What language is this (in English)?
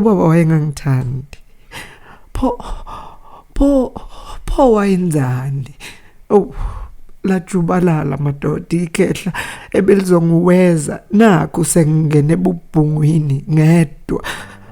Zulu